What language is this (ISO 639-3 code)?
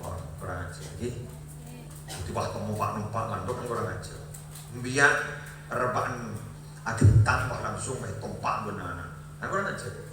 mad